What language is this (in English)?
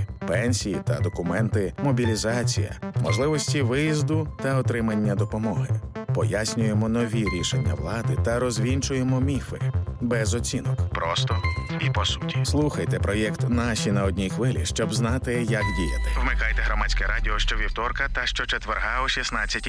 Ukrainian